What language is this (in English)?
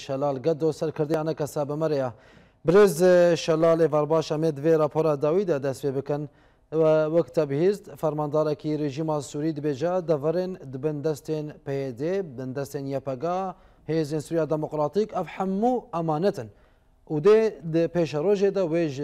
Kurdish